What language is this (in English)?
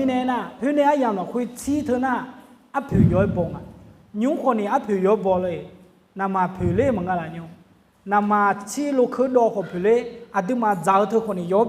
Akha